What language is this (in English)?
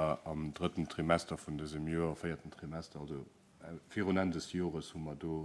Luxembourgish